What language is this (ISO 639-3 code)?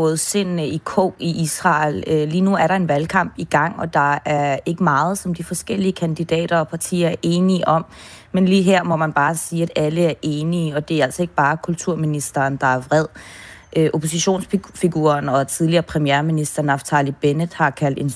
dan